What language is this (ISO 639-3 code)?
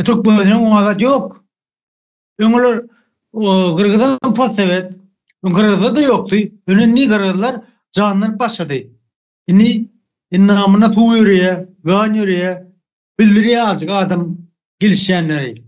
tuk